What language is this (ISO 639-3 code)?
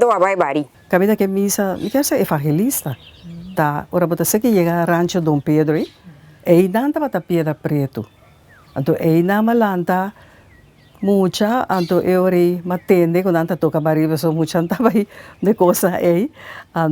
pap